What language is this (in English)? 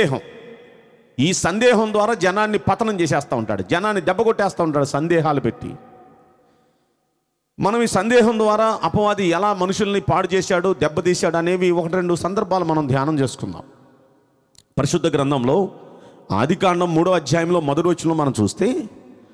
Telugu